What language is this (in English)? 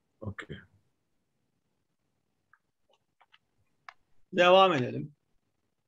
Turkish